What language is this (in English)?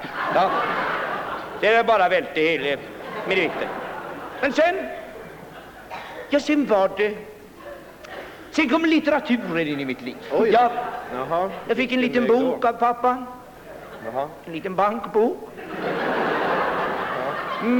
Swedish